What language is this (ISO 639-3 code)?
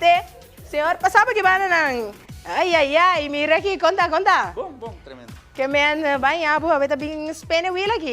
pap